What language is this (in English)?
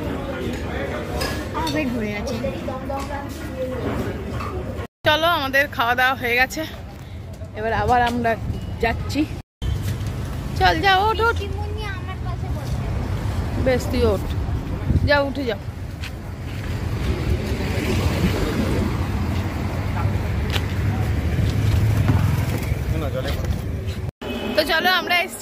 Bangla